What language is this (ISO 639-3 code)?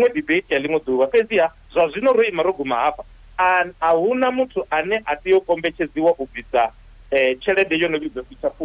ven